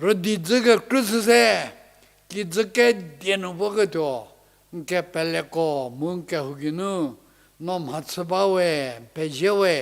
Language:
Angami Naga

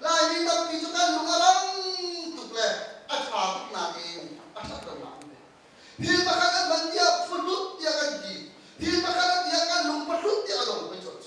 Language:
Hakha Chin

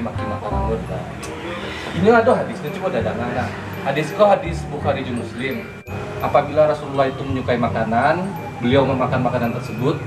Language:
Minangkabau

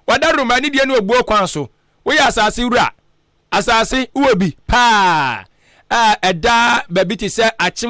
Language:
Akan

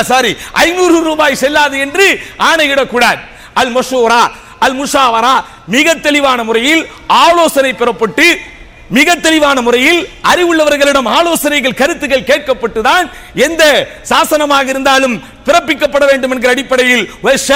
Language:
Tamil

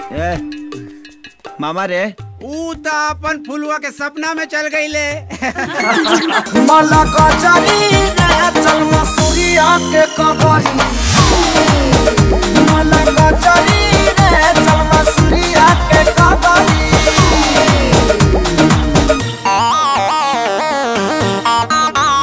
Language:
Bhojpuri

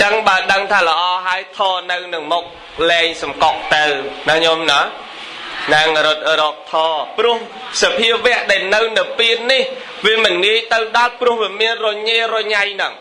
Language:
Khmer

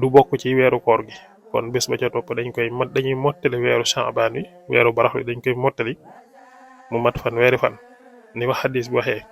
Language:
Wolof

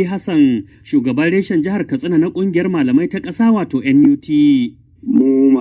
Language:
Hausa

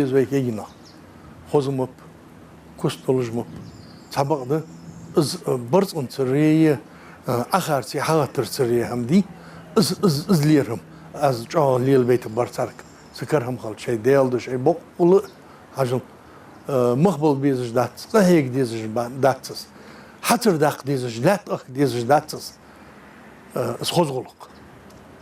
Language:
Ingush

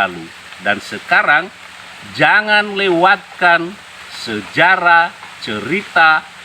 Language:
Nias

